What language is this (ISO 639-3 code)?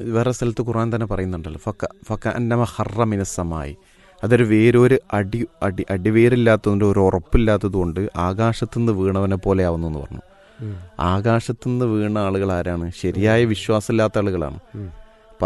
mal